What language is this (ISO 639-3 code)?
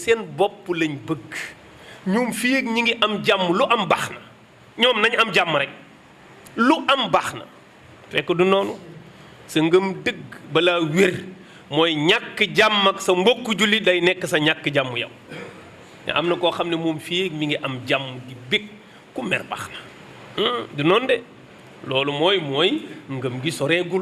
wol